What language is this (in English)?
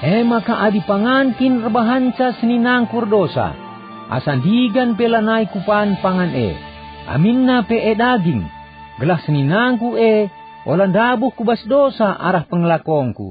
Batak Karo